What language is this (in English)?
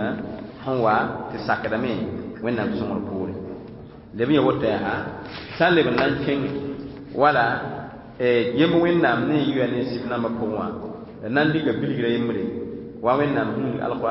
Mossi